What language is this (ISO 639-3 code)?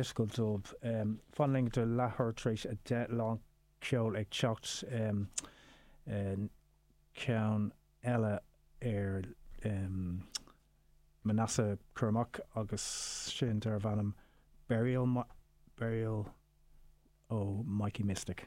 gle